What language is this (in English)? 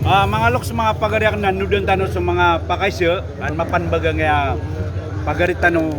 Maranao